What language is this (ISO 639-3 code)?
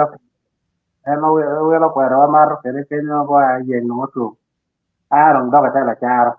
ach